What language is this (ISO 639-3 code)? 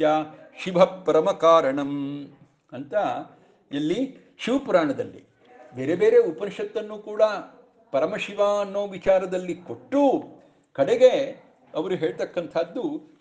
kan